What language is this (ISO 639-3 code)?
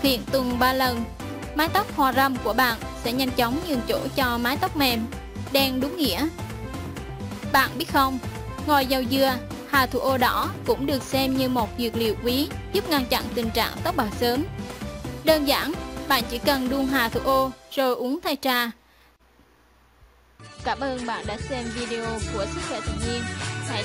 vie